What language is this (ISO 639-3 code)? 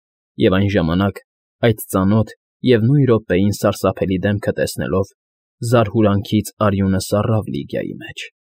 hye